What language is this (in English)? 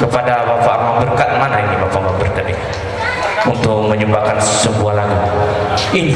Nias